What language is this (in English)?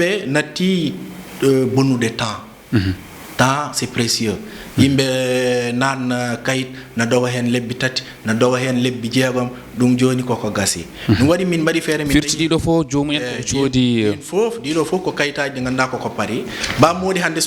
Fula